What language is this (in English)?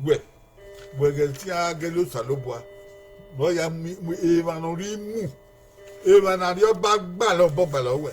Bini